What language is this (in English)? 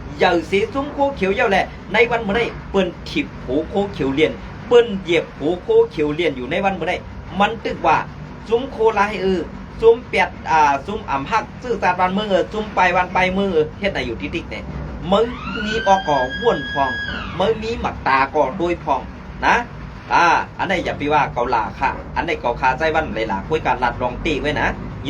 Shan